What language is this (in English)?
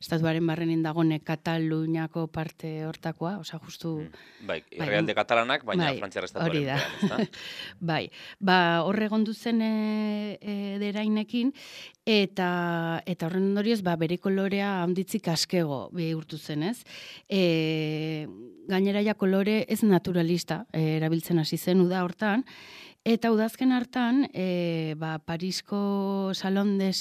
Basque